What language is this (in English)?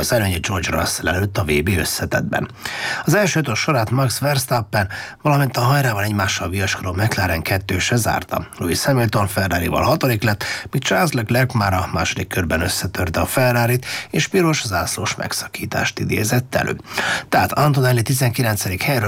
Hungarian